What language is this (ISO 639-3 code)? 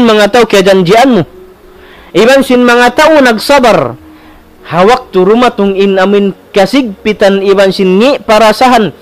tsg